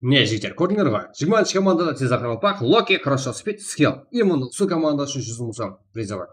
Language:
Kara-Kalpak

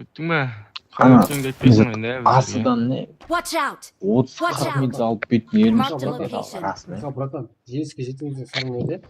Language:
Kara-Kalpak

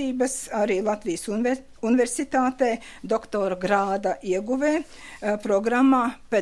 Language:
Latvian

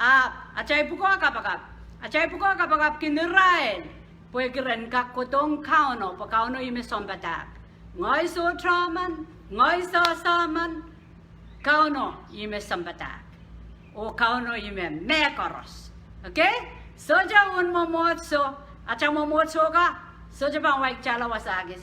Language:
Pohnpeian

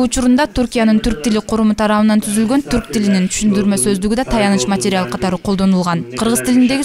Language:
Kyrgyz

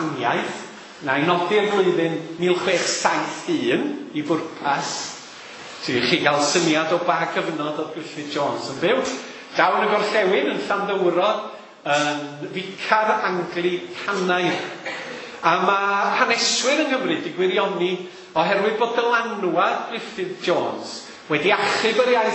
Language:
Welsh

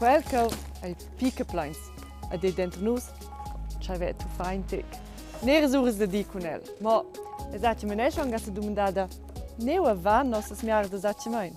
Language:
Romansh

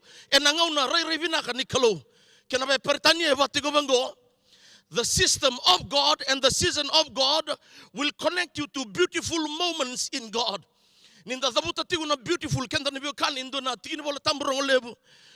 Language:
Fijian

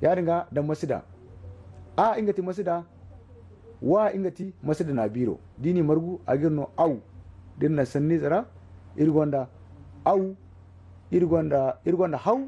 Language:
Zarma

